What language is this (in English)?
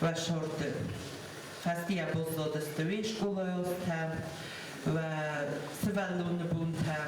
Ossetic